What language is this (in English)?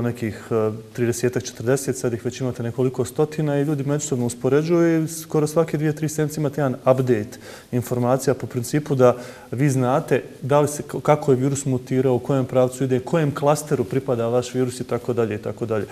Bosnian